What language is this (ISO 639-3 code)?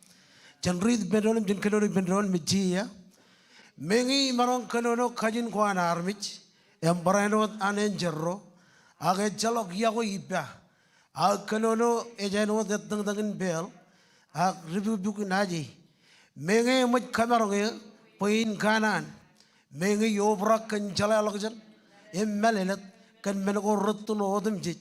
mah